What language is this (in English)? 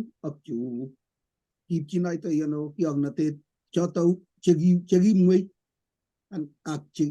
Kalenjin